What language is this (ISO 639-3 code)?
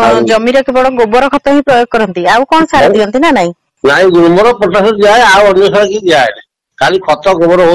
ori